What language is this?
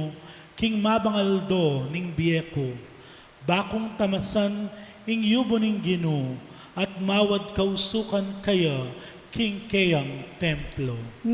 Pampanga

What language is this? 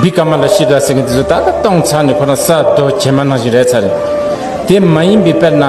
Tibetan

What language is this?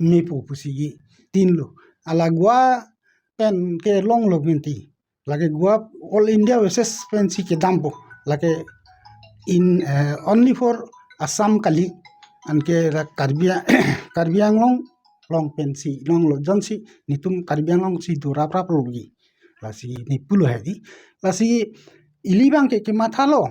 Karbi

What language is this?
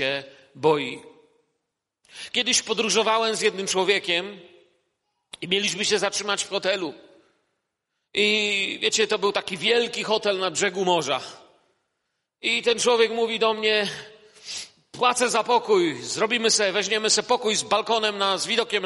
Polish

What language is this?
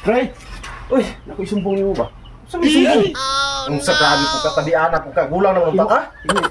Cebuano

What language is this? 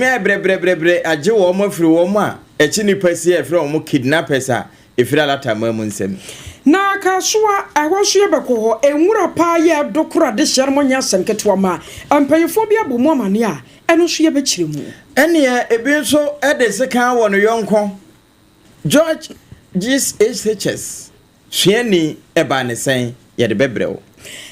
Akan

